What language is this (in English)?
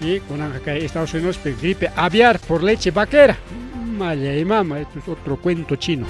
Ayacucho Quechua